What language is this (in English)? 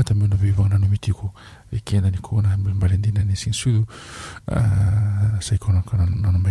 Fijian